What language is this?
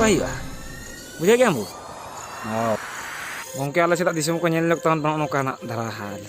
Santali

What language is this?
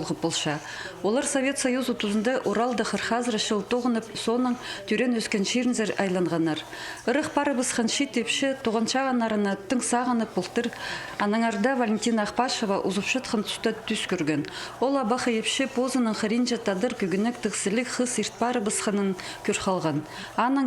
Khakas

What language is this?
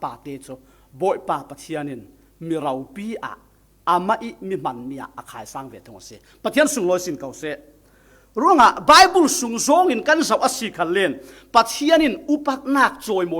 Falam Chin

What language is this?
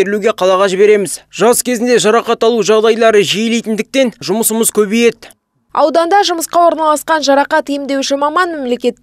Kazakh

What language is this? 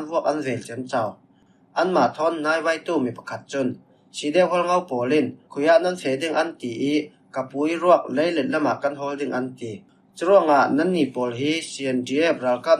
Falam Chin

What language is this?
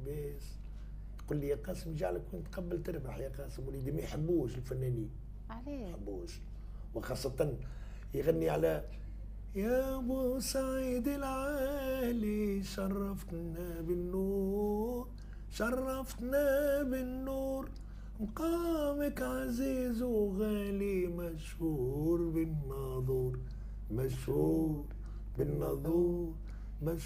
Tunisian Arabic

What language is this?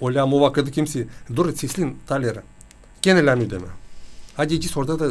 Gagauz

